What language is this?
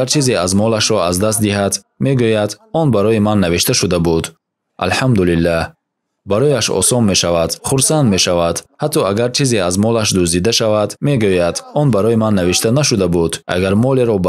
Tajik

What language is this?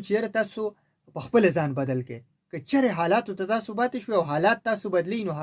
Pashto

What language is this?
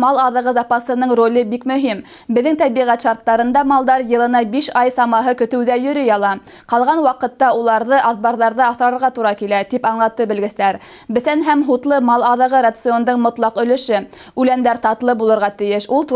Bashkir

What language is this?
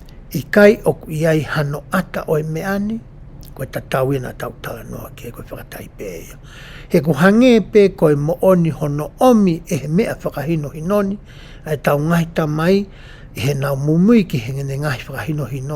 Tongan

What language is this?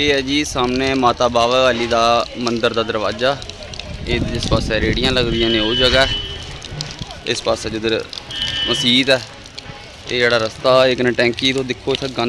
Dogri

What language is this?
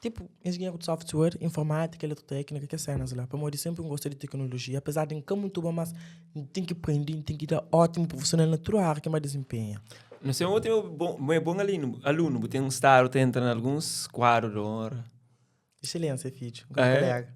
Kabuverdianu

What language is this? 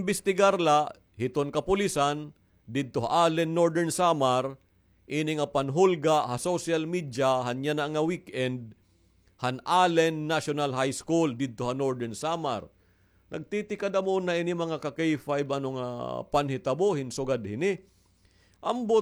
Waray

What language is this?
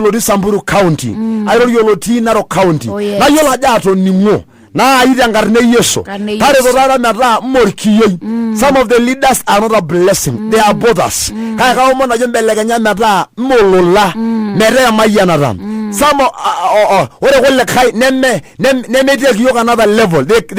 Masai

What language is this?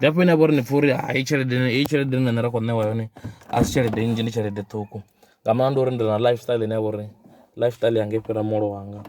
Venda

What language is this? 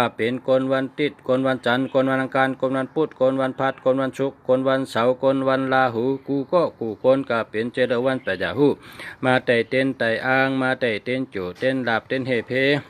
Shan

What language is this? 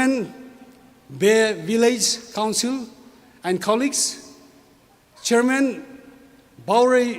Tangkhul Naga (India)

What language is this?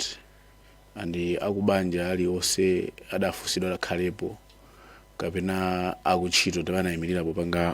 Nyanja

